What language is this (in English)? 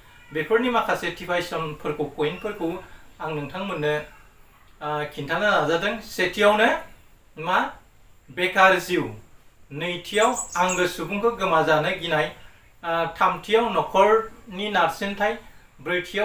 Bodo